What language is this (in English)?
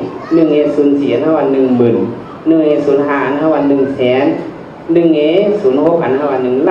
Shan